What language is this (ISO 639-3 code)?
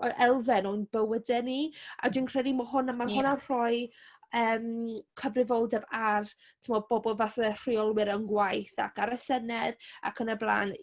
cym